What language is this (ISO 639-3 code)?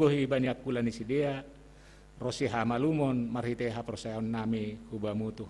bts